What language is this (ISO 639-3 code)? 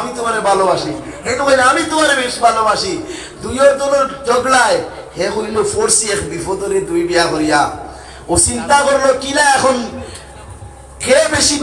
syl